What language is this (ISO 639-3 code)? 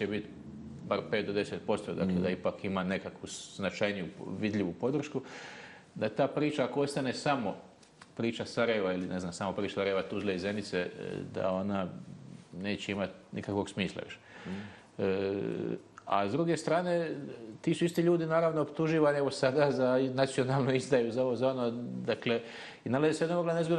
bos